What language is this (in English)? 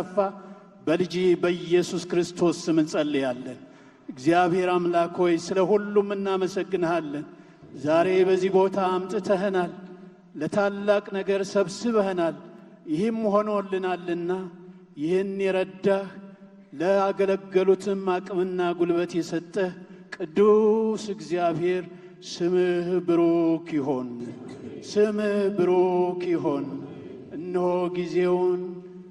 Amharic